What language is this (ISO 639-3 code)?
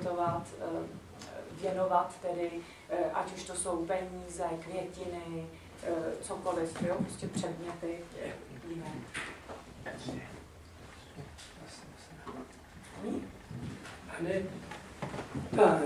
ces